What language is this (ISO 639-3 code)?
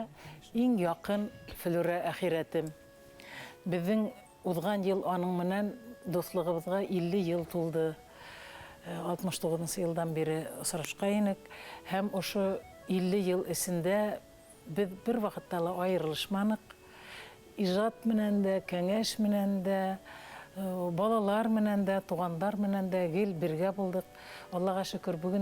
bak